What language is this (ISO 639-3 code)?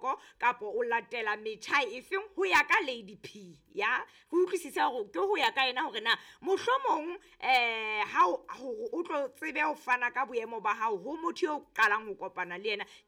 sot